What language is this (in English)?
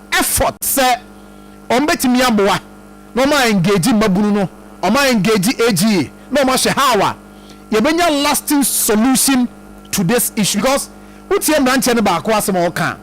Akan